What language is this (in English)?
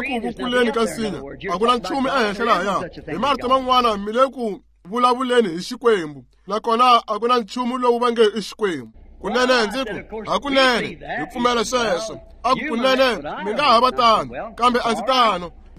Tsonga